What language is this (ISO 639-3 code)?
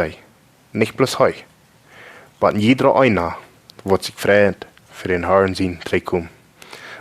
pdt